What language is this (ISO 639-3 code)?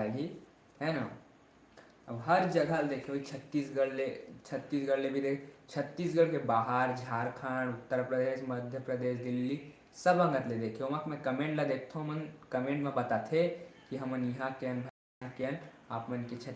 hne